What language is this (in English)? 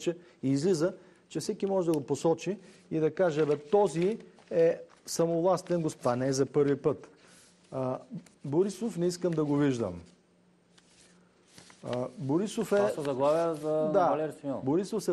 Bulgarian